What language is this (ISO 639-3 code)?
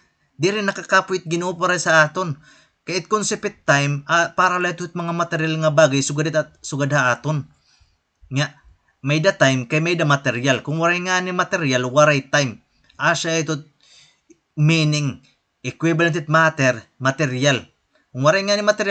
war